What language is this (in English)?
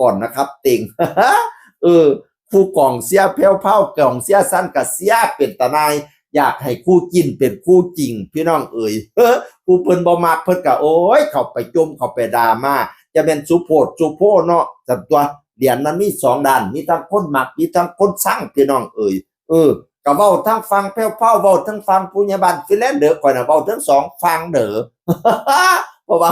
Northeastern Thai